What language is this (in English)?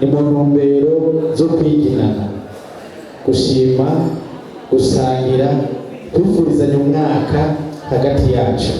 Rundi